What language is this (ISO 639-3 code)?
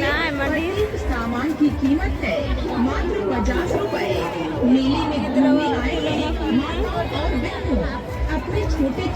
sat